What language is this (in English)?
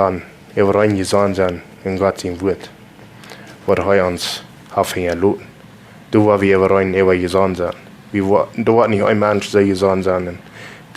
Plautdietsch